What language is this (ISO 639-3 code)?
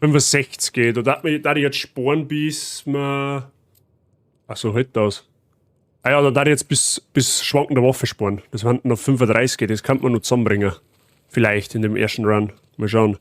bar